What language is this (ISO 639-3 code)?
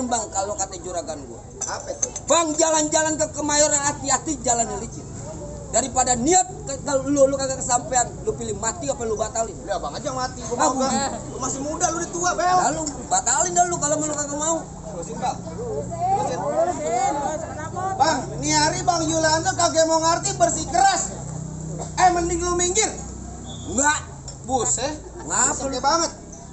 bew